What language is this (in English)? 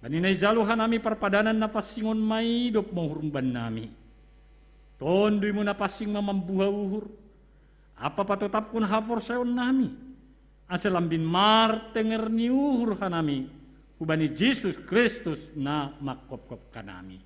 Batak Simalungun